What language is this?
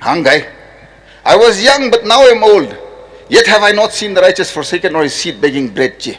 Tangkhul Naga (India)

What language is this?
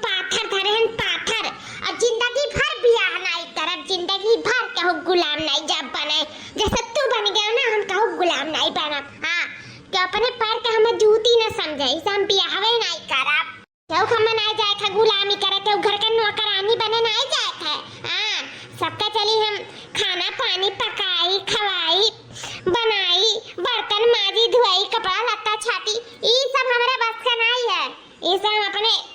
Awadhi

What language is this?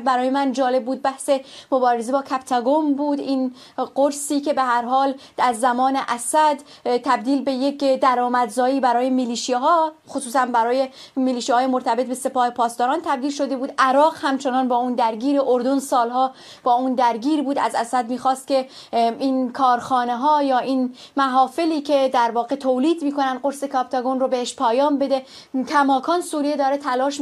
Persian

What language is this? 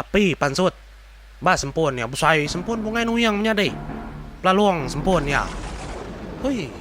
Iban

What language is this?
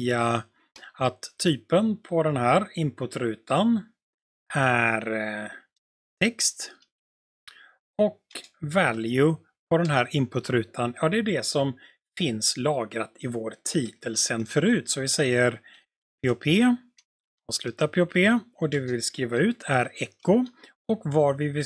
Swedish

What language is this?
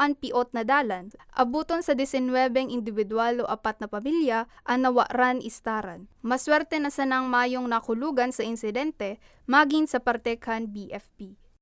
Bikol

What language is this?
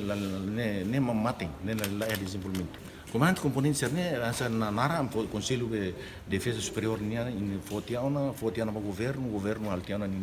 Tetum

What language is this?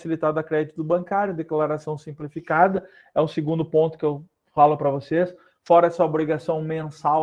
Portuguese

